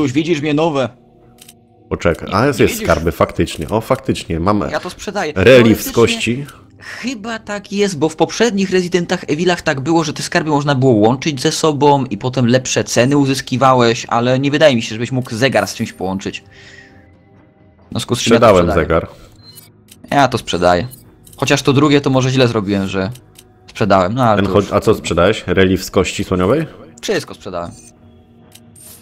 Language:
Polish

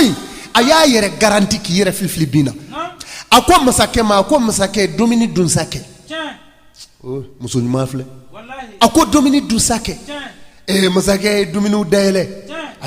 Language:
Bambara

